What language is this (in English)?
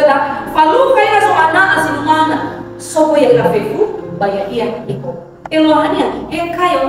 Nias